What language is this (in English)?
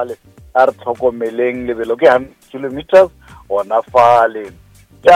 Northern Sotho